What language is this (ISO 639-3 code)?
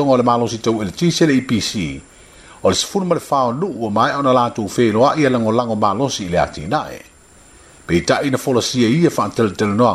smo